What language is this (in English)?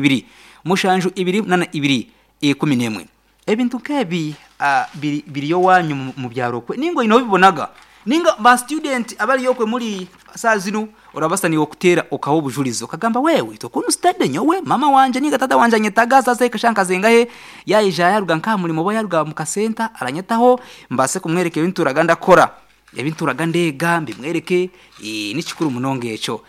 Nyankole